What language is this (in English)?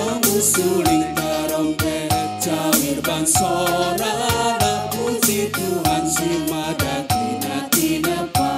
Batak Karo